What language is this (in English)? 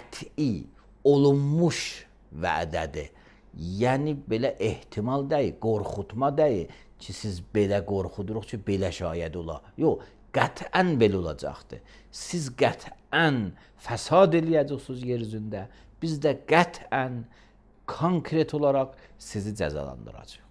Azerbaijani